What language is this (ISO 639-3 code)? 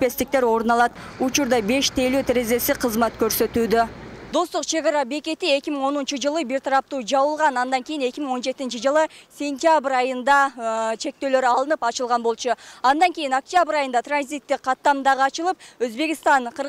kir